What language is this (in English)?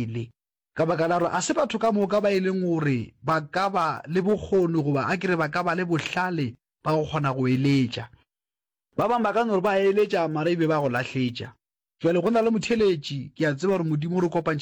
Northern Sotho